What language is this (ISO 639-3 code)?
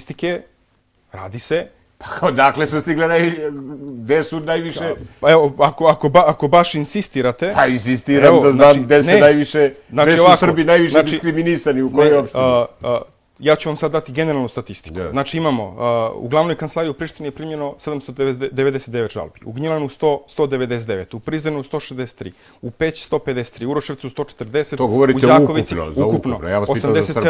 srp